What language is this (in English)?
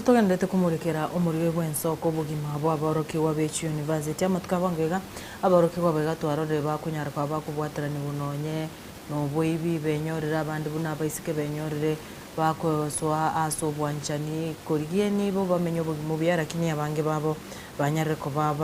Gusii